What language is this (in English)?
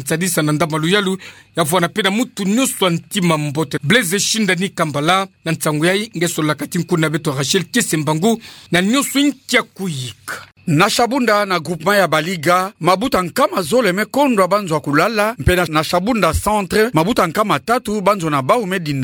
Kituba (Democratic Republic of Congo)